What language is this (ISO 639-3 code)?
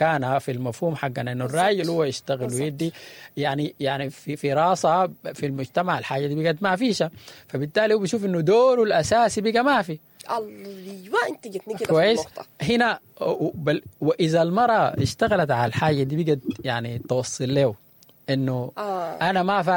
apd